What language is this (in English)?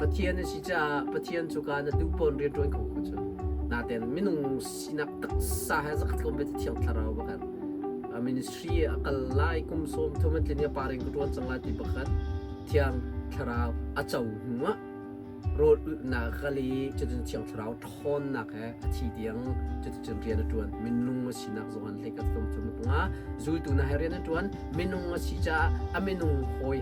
Hakha Chin